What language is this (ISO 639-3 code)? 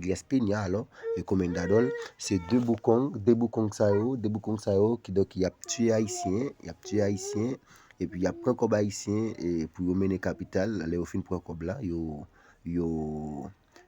hat